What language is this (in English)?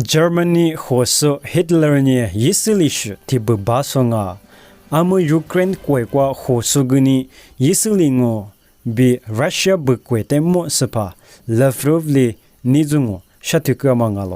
Lisu